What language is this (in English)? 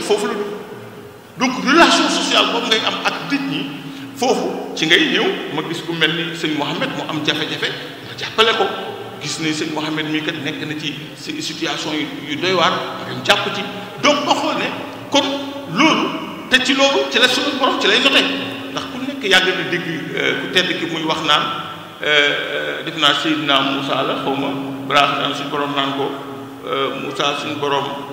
Wolof